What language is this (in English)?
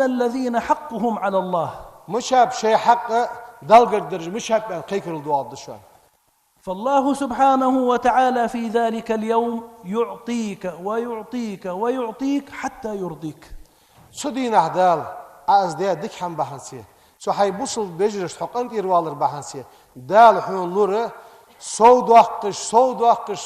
Ingush